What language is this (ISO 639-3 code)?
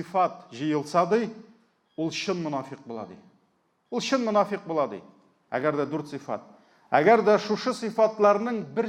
tat